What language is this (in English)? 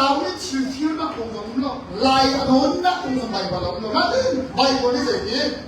Hakha Chin